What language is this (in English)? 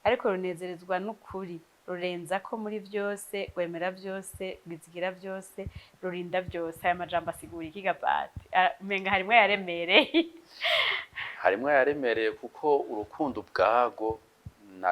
Rundi